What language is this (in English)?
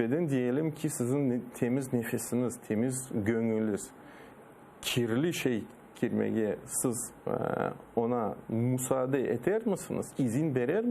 Crimean Tatar